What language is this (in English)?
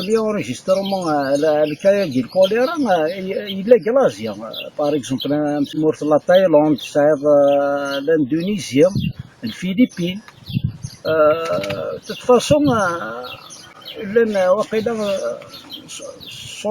Kabyle